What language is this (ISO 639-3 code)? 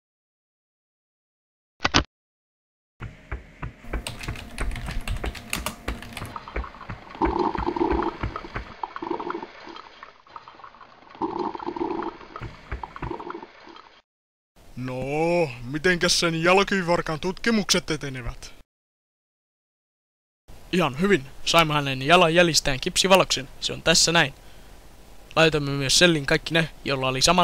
fin